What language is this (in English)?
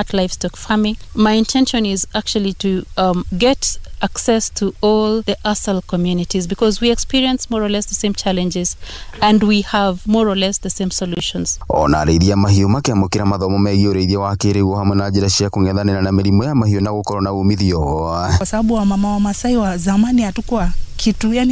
Kikuyu